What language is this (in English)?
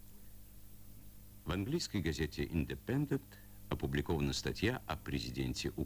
Russian